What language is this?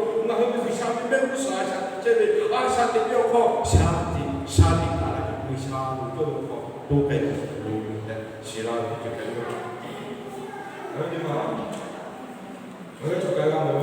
Lahu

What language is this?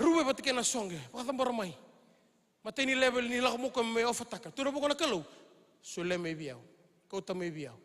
Fijian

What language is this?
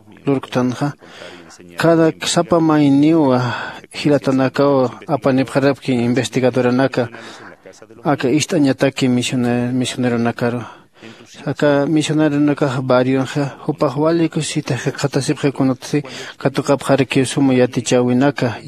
Aymara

